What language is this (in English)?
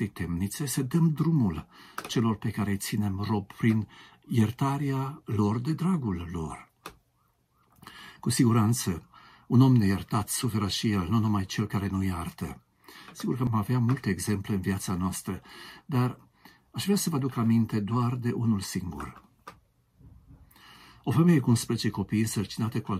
Romanian